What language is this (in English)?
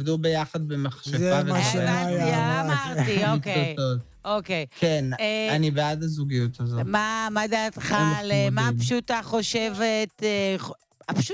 Hebrew